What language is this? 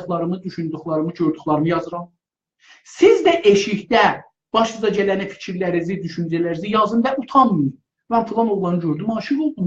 South Azerbaijani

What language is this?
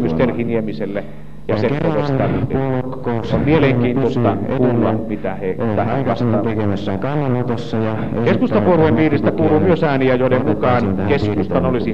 Finnish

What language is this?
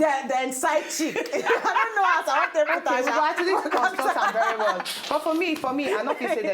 Nigerian Pidgin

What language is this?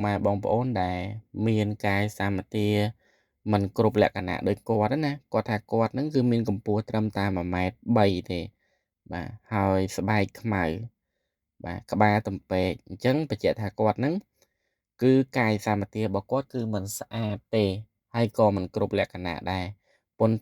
Khmer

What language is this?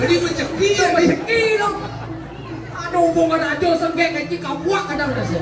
Balinese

